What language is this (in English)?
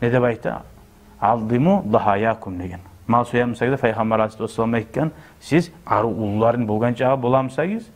Kumyk